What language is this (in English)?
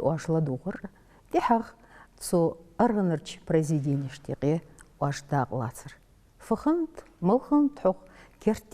Ingush